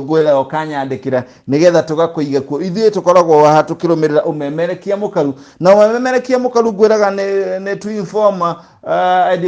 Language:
Kikuyu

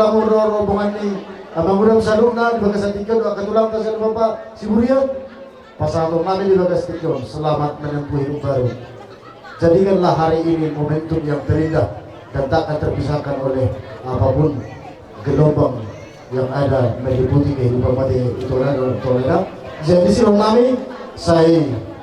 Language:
Batak Toba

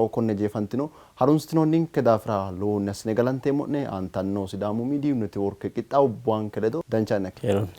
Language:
Sidamo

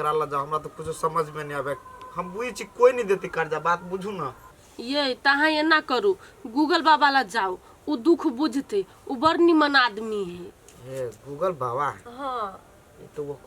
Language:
Maithili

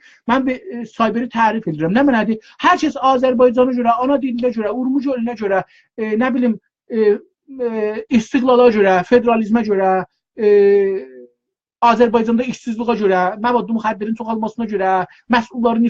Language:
South Azerbaijani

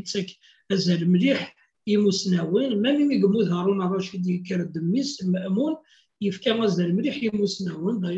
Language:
Kabyle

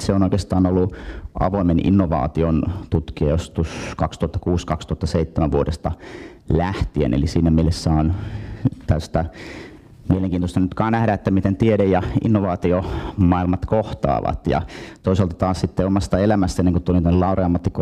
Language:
Finnish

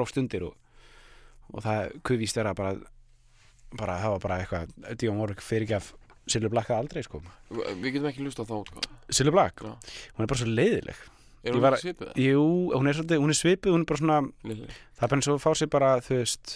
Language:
Icelandic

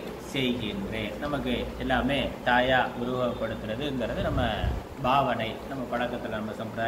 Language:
Tamil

